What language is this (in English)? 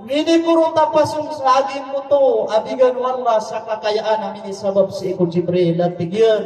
Maranao